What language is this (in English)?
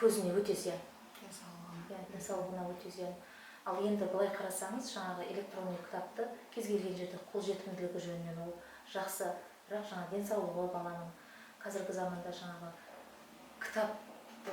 Kazakh